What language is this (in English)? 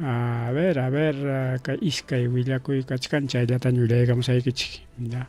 Ayacucho Quechua